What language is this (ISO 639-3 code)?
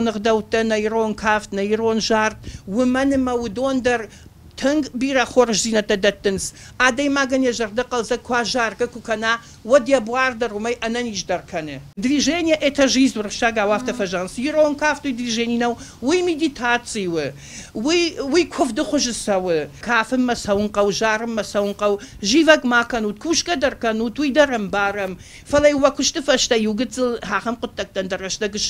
oss